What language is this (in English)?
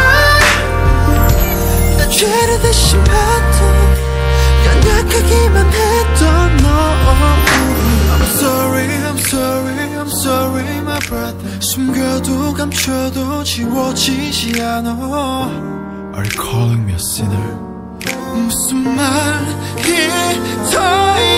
Korean